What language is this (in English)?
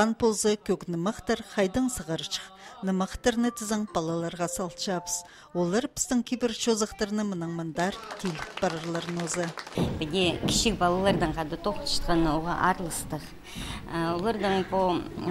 Khakas